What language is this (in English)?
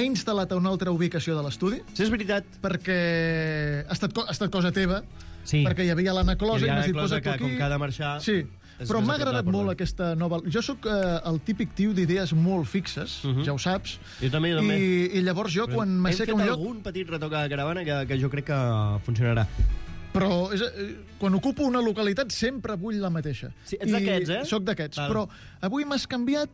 Catalan